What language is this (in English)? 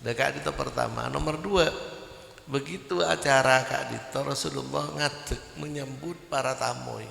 Madurese